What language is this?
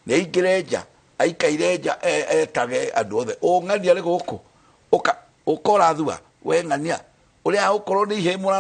Kikuyu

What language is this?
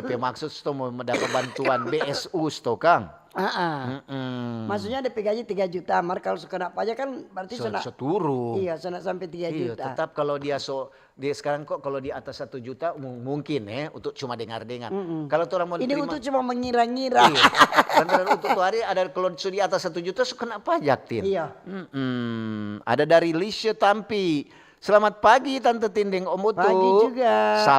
Manado Malay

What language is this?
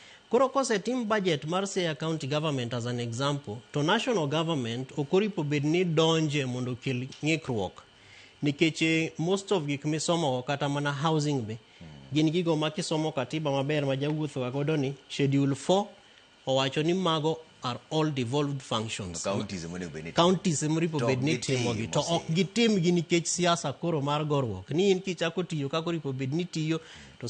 Luo (Kenya and Tanzania)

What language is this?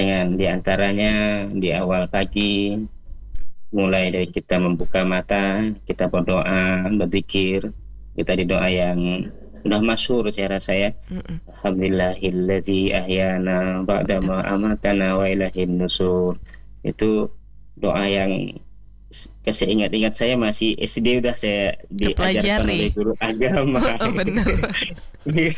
Indonesian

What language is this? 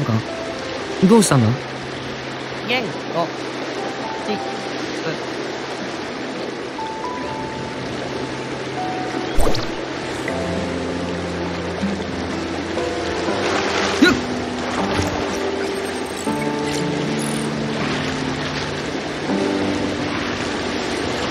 Japanese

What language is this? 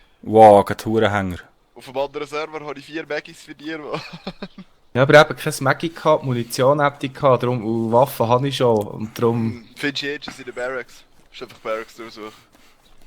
Swiss German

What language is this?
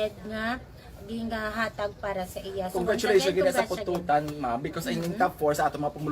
Hiligaynon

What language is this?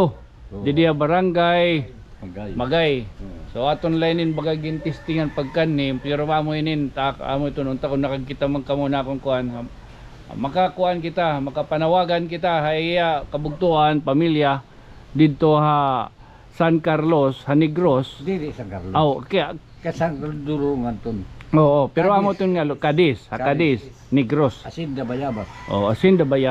Waray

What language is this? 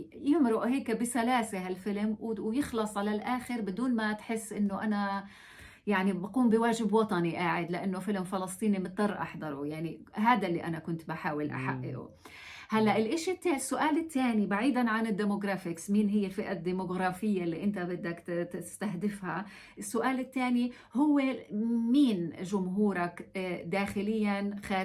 North Levantine Arabic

